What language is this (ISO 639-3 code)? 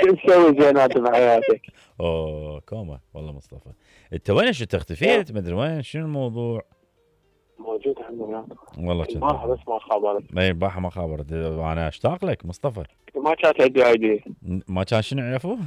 acm